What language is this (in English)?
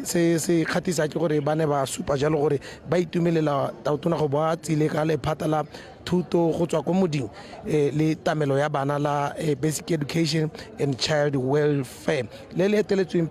Tswana